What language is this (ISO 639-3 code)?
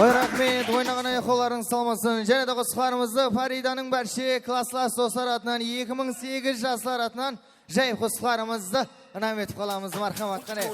kaa